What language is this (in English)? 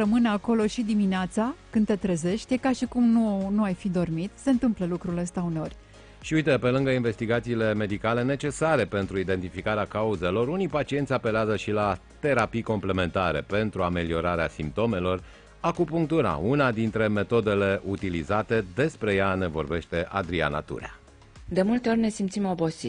Romanian